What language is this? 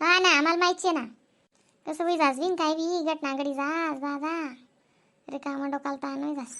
Khandesi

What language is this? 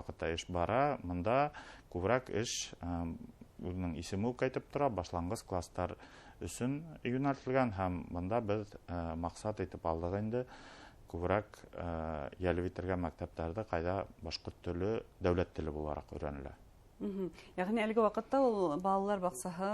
Bashkir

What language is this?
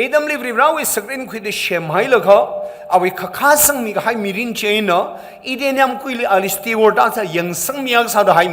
Tangkhul Naga (India)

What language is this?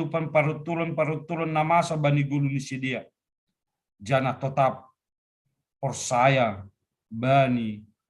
Batak Simalungun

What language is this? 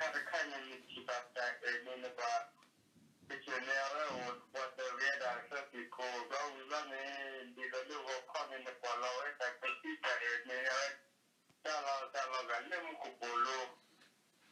S'gaw Karen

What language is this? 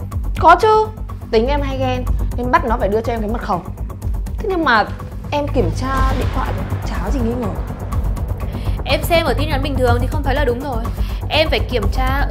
Vietnamese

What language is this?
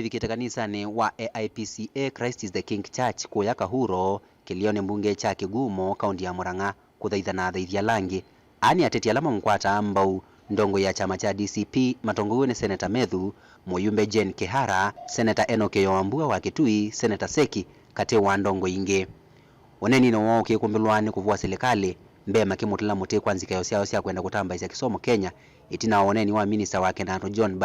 Kamba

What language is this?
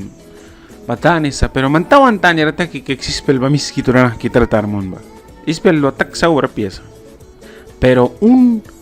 Mískito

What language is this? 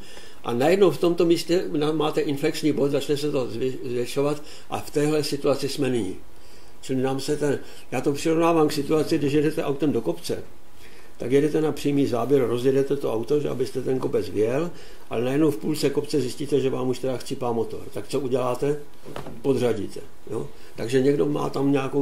Czech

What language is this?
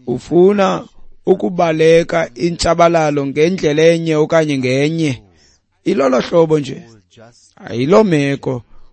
Xhosa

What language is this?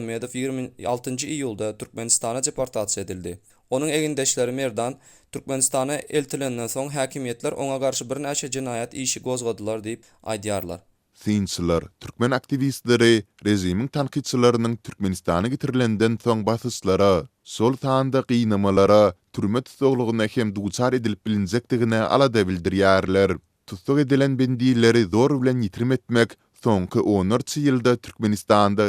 Turkmen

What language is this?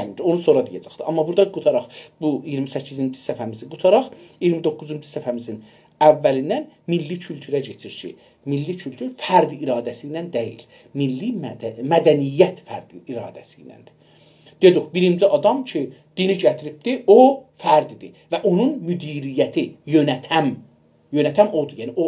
South Azerbaijani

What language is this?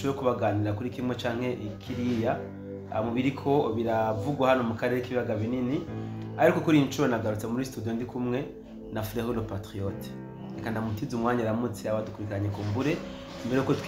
Rundi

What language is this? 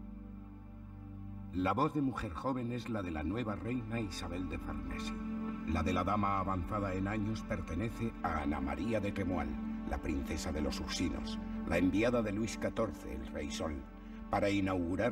Spanish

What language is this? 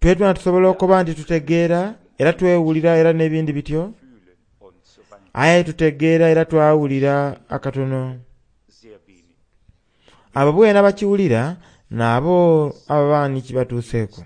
Soga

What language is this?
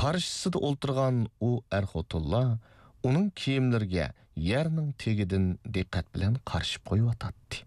Uyghur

